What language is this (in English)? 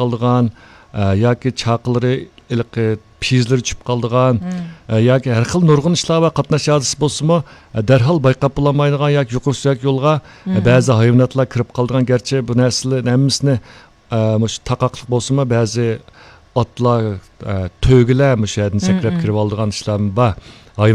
Uyghur